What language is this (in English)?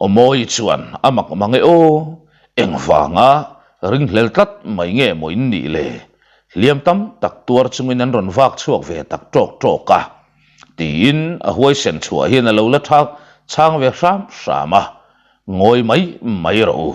Mizo